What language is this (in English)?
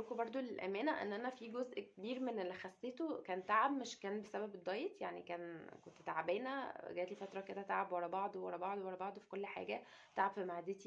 Egyptian Arabic